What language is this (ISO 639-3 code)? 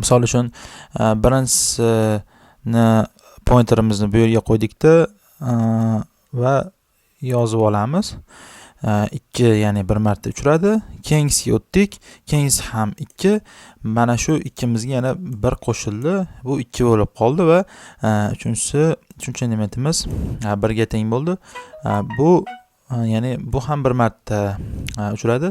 uzb